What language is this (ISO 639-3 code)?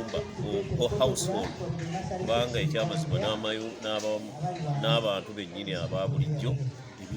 lug